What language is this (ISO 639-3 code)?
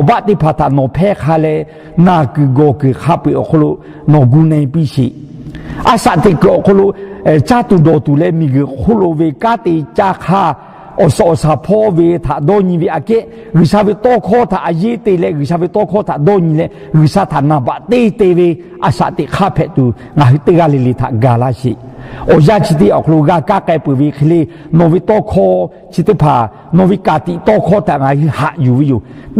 lhu